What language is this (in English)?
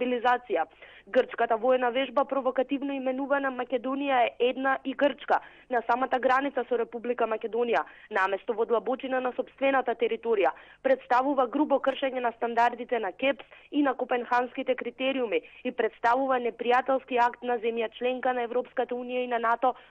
Macedonian